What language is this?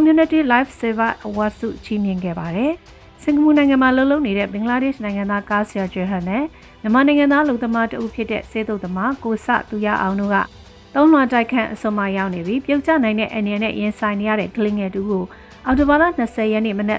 Burmese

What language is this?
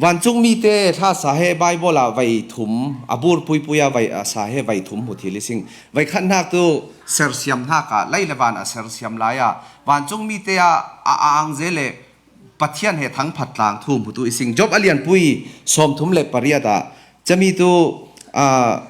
Falam Chin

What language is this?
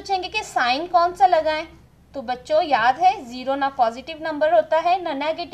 Hindi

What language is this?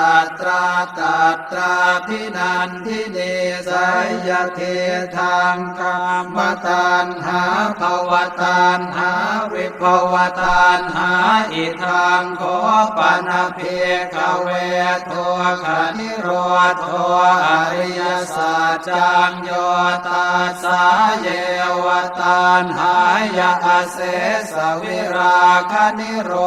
Pali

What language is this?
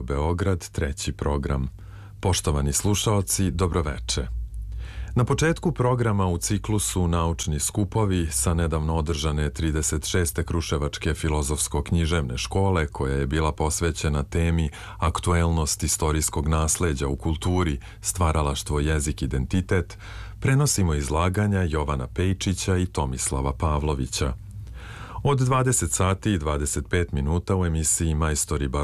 Serbian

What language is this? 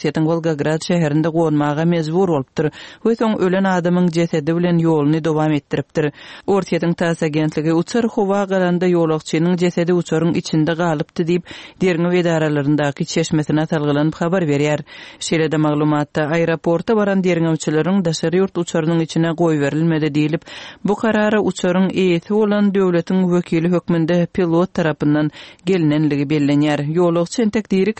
Kyrgyz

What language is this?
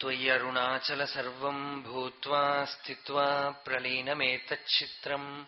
Sanskrit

